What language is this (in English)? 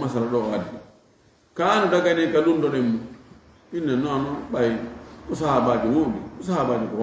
Fula